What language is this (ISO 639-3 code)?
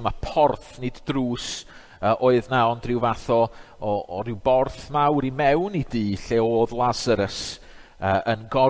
cym